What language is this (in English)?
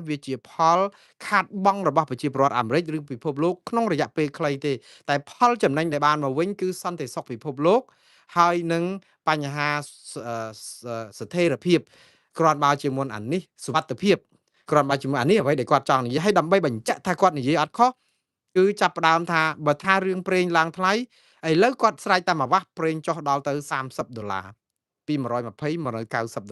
Khmer